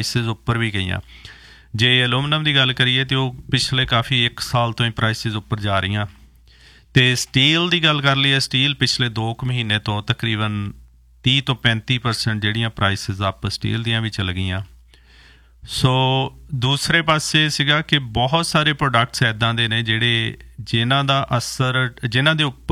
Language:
Punjabi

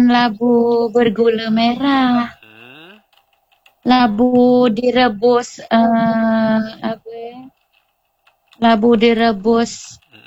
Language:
Malay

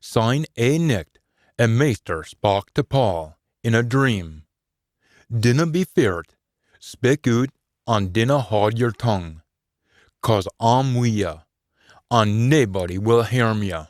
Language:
Scots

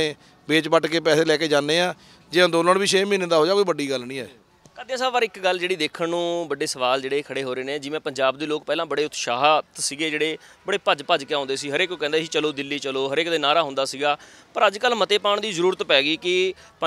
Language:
Punjabi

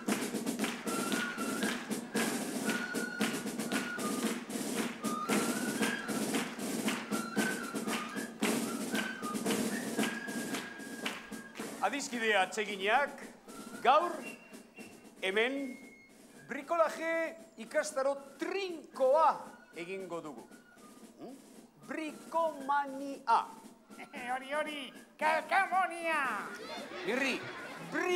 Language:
Basque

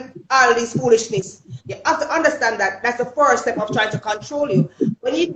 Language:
Jamaican Creole English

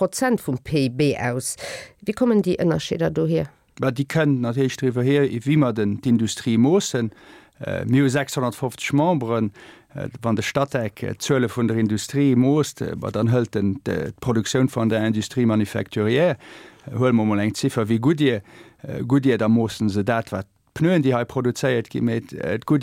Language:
Luxembourgish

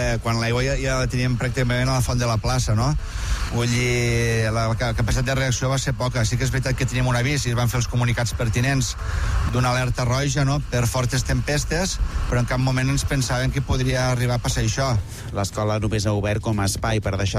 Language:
Catalan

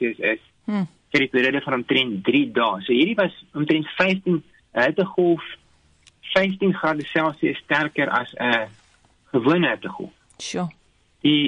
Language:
Afrikaans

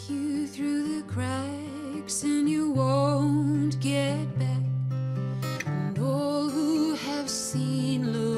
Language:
Western Frisian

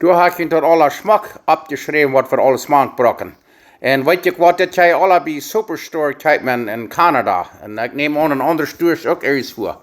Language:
Plautdietsch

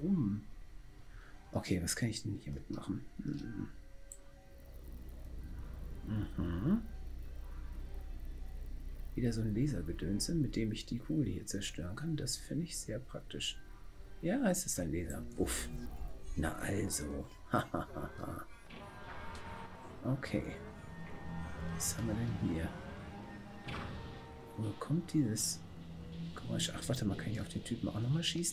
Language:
German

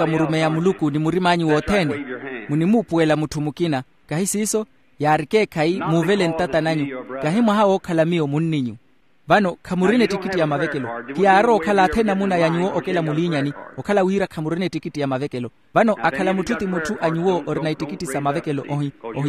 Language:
Makhuwa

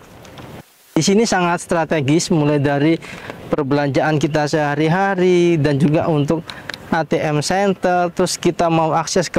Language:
Indonesian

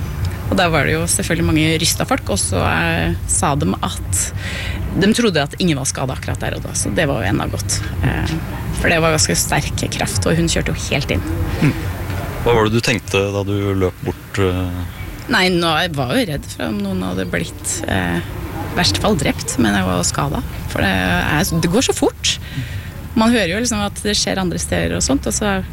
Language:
Norwegian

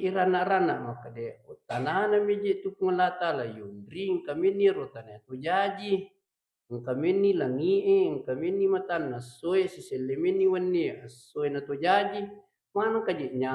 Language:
Buginese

